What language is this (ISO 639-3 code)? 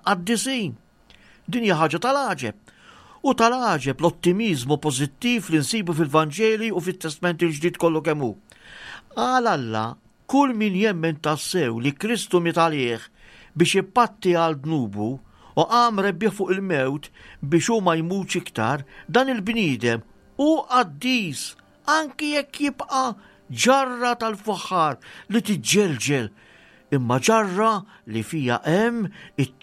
mlt